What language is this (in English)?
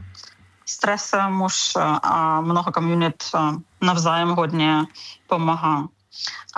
Czech